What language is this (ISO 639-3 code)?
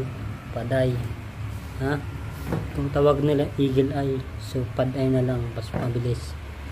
fil